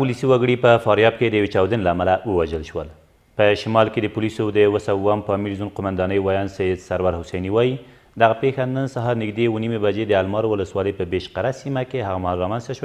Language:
Pashto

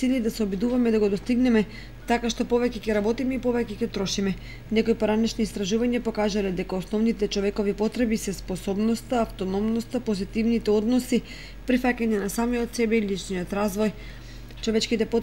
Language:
Macedonian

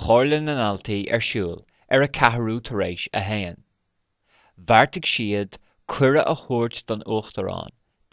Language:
Irish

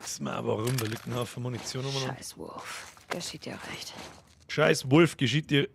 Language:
Bavarian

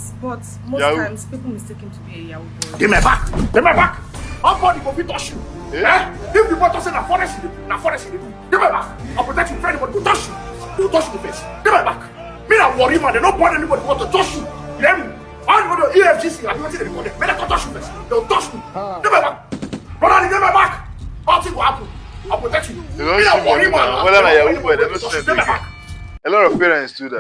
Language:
Nigerian Pidgin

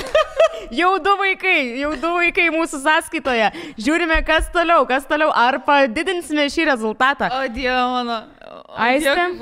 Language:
Lithuanian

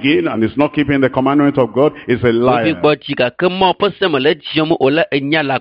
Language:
Ewe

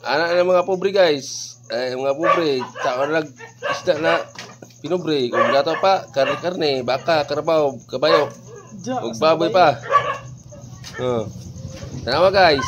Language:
Cebuano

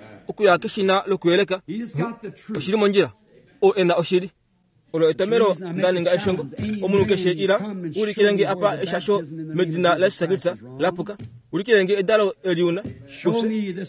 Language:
Kuanyama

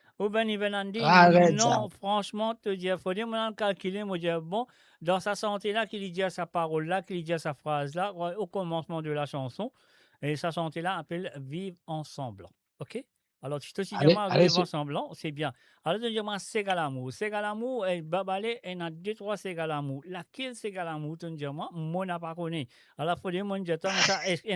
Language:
Morisyen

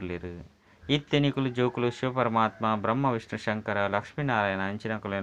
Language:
Tulu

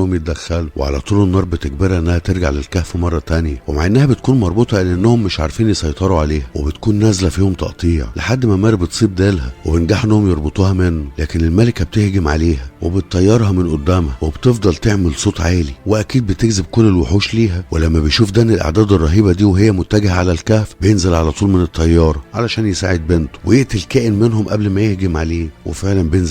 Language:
Egyptian Arabic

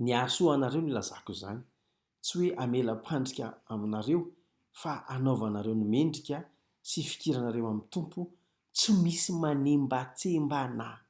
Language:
Malagasy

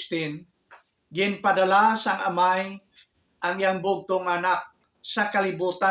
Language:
Hiligaynon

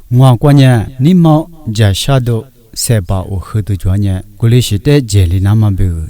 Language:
Lisu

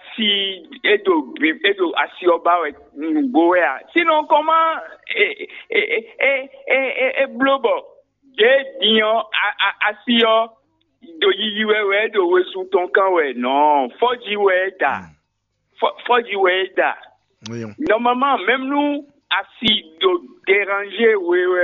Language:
Fon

